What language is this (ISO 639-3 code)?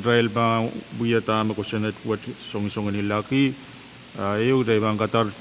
pon